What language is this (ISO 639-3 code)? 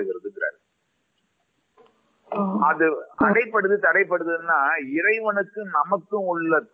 tam